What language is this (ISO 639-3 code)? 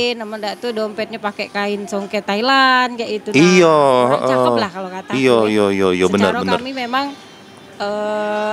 mui